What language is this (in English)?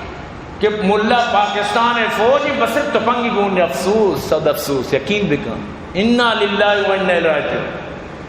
Eastern Balochi